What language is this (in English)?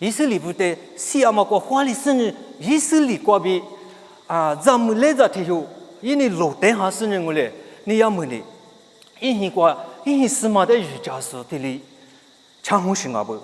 Lisu